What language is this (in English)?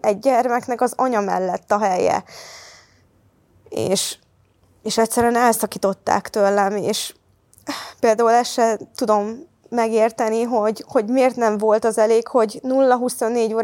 Hungarian